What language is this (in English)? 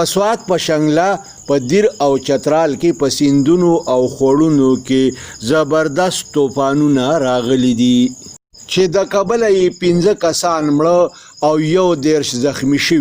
Pashto